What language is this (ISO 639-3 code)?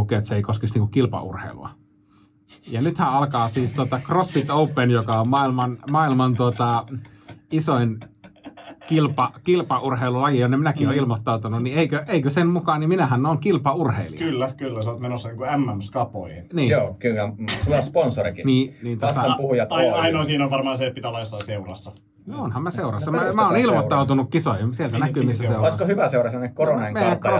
fin